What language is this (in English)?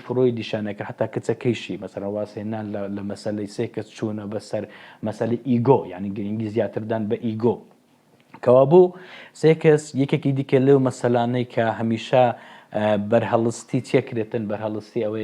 Central Kurdish